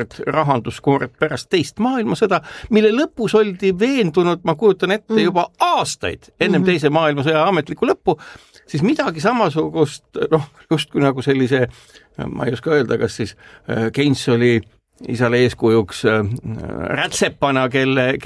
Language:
Estonian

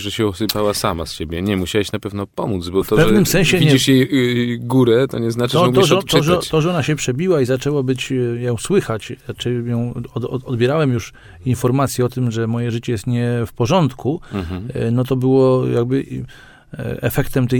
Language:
Polish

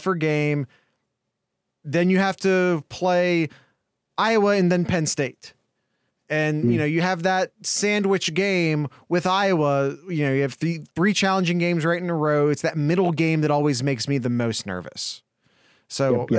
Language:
English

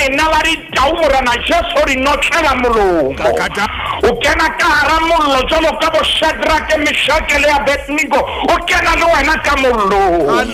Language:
Southern Sotho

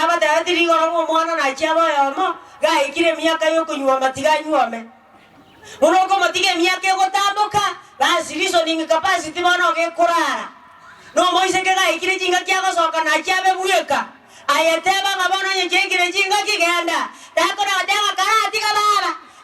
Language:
Gusii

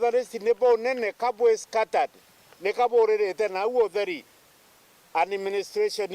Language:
Meru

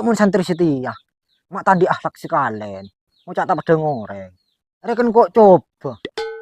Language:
Madurese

